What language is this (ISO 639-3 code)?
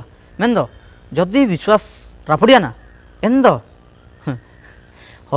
hoc